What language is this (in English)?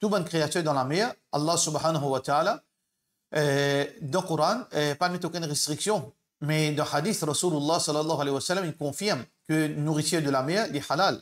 Morisyen